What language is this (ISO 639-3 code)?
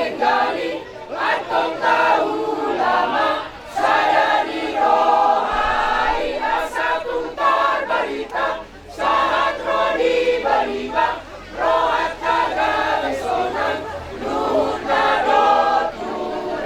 bbc